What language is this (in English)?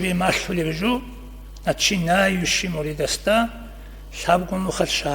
Avaric